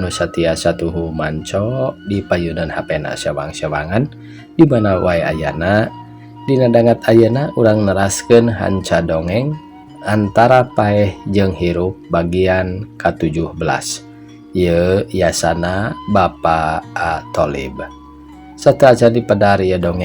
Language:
Sundanese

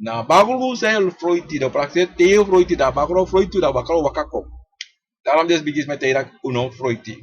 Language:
Sranan Tongo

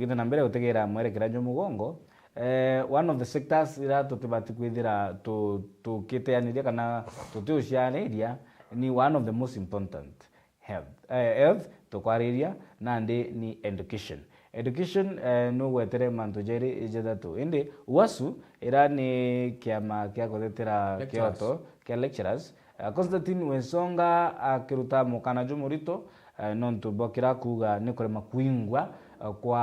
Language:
Meru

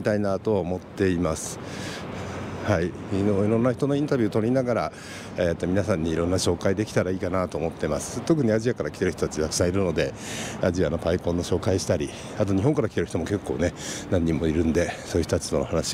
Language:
Japanese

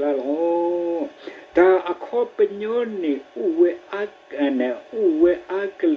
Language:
S'gaw Karen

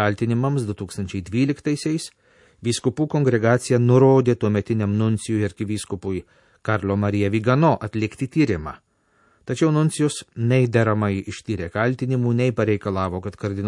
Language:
Lithuanian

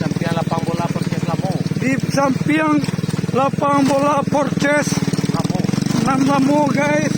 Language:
Minangkabau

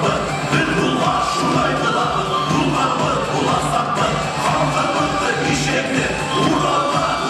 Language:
Bashkir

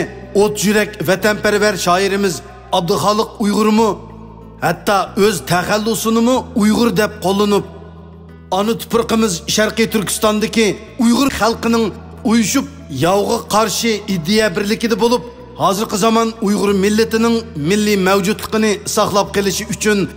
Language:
Uyghur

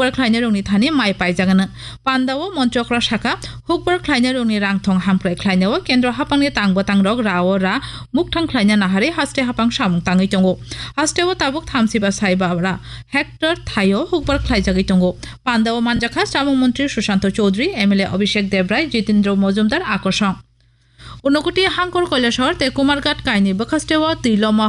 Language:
Kok Borok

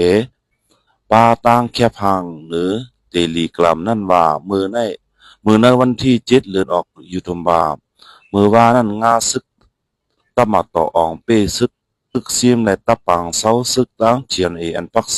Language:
Shan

